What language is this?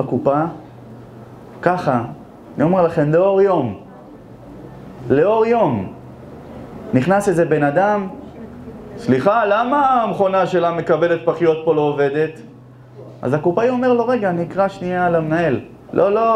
Hebrew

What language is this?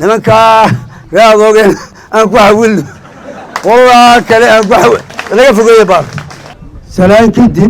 Somali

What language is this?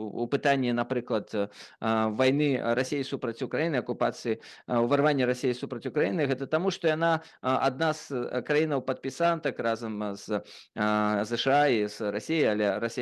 Belarusian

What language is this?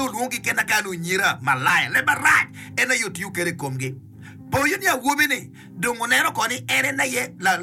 Acoli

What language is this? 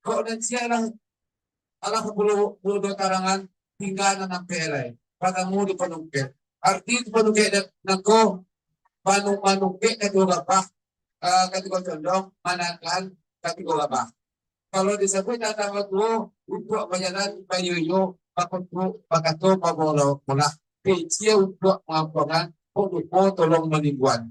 Minangkabau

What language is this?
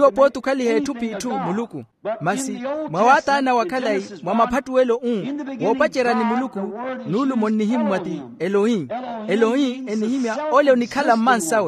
Makhuwa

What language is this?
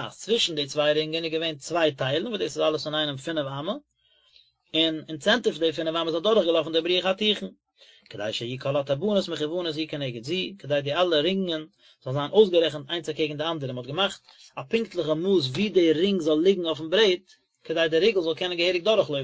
Yiddish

